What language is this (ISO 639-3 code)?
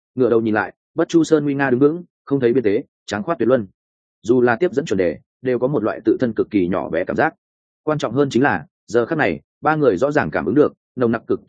vie